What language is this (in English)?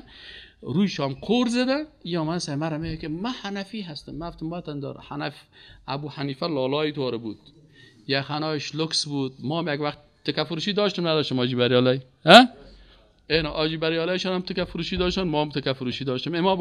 Persian